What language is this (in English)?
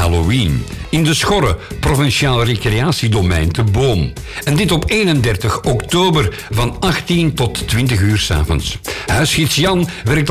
Dutch